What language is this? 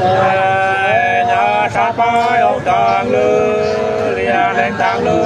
Nung (Viet Nam)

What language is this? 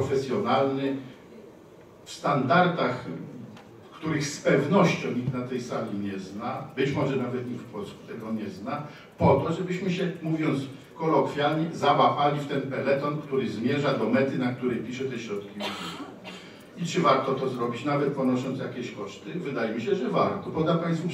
Polish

